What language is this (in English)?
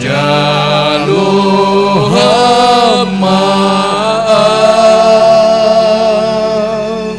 Batak Simalungun